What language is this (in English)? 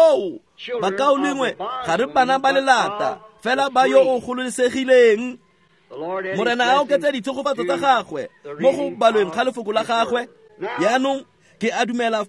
Tswana